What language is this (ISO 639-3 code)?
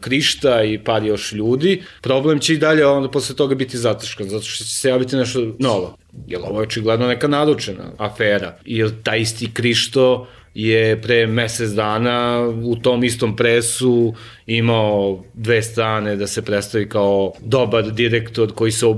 srp